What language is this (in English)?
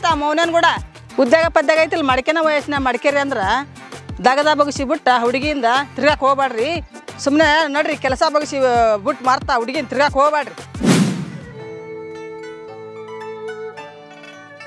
Kannada